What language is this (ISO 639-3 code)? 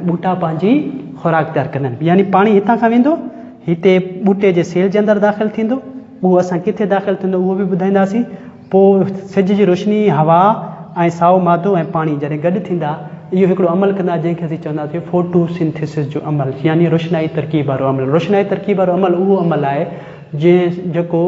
snd